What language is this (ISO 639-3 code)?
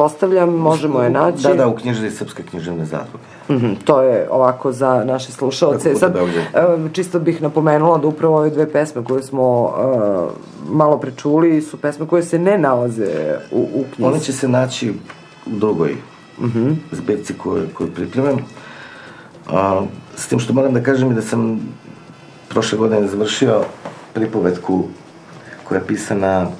srp